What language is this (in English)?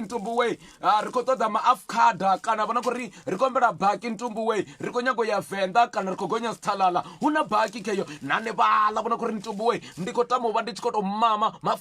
Venda